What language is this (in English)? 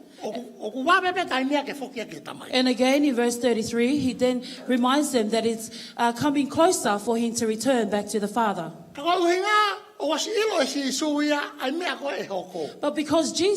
Tongan